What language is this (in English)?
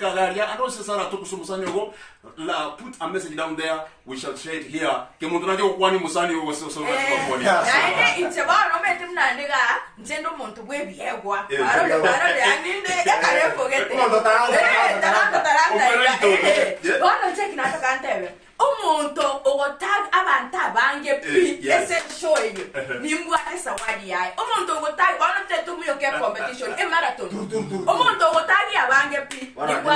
Gusii